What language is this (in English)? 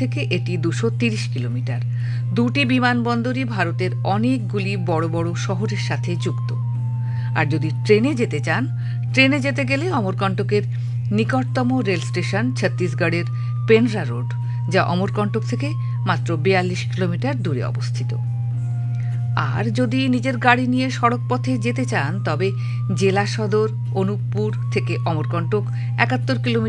Bangla